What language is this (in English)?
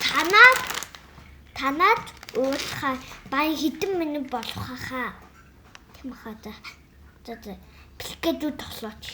Mongolian